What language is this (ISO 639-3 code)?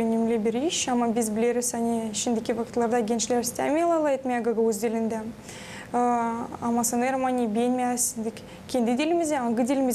gag